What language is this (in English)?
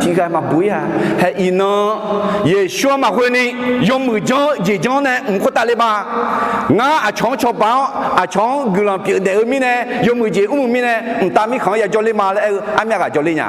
Akha